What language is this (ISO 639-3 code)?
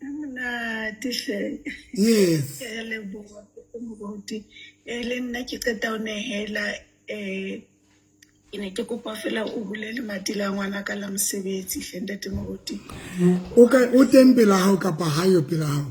sot